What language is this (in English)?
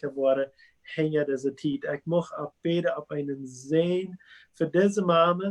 Plautdietsch